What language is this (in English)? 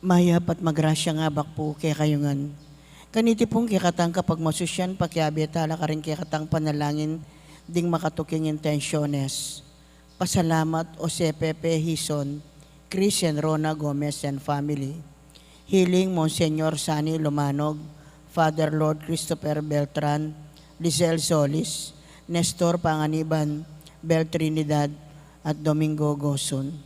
Pampanga